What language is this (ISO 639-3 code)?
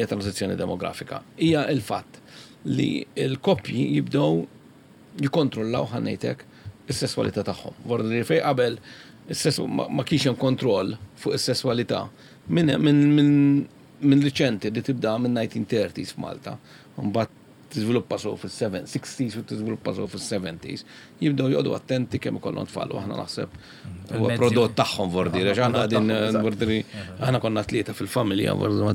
mlt